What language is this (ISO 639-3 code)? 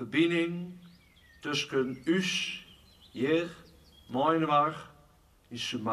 fry